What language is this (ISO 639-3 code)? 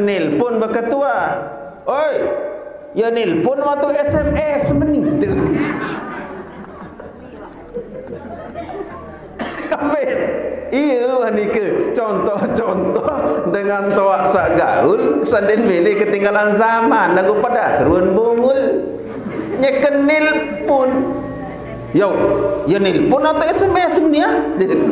sas